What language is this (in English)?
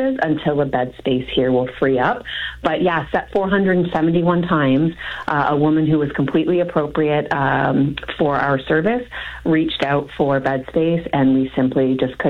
English